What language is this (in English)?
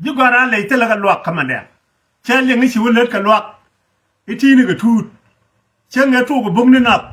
Nuer